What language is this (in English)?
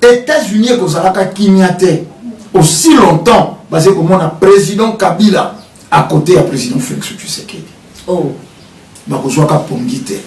Lingala